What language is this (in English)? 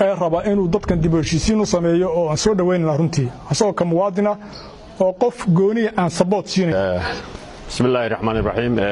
Somali